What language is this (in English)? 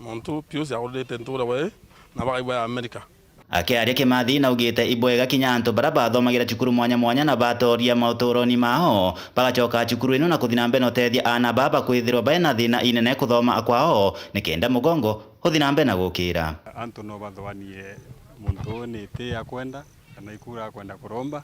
Meru